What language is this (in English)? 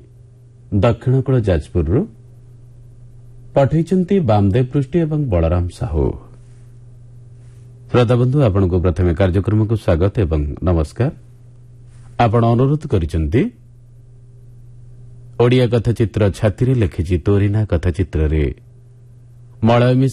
Odia